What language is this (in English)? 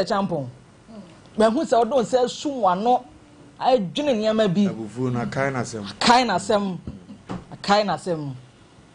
Akan